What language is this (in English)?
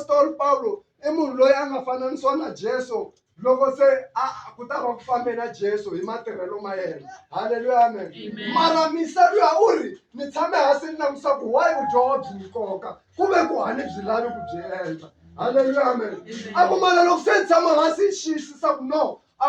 Tsonga